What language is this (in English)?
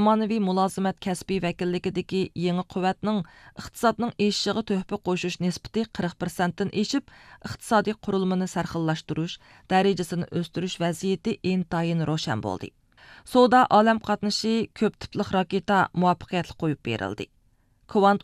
Uyghur